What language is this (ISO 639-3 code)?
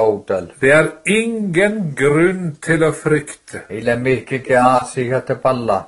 nor